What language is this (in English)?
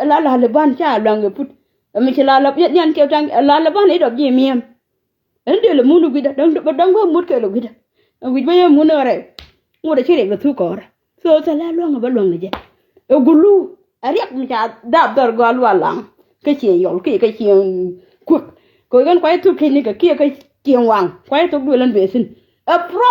Nuer